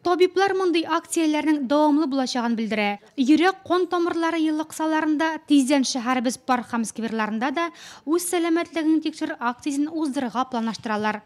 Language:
Tatar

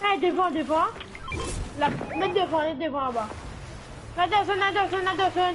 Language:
Morisyen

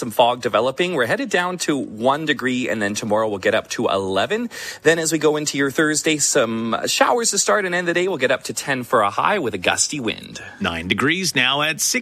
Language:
English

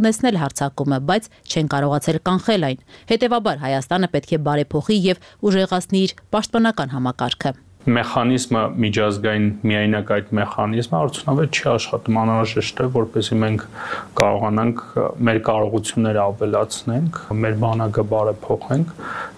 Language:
Armenian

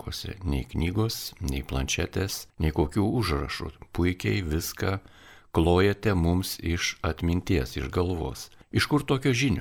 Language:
Lithuanian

